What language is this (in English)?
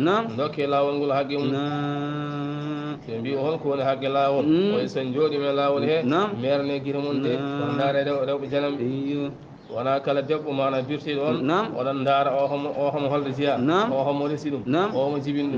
Fula